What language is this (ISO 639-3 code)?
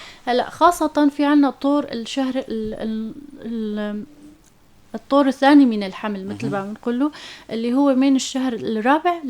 apc